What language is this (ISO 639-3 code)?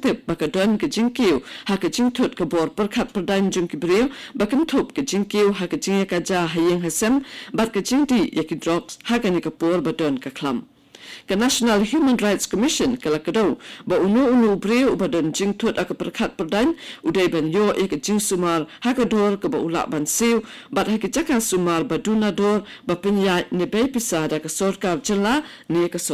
kha